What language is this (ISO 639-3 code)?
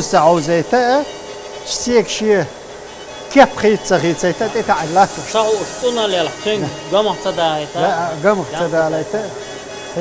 che